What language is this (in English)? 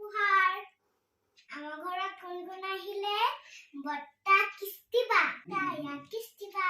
Assamese